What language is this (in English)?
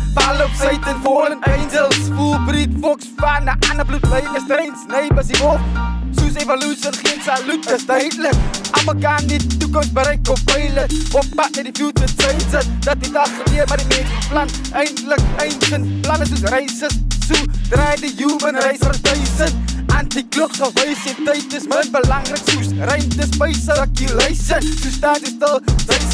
Afrikaans